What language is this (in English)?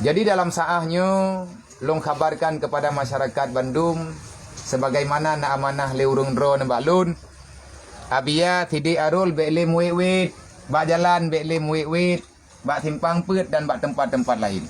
Achinese